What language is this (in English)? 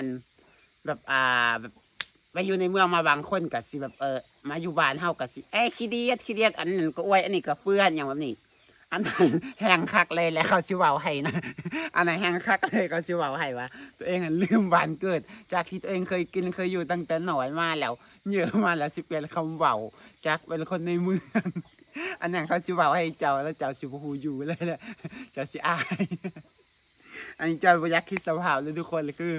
Lao